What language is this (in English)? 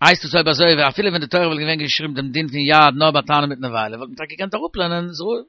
Yiddish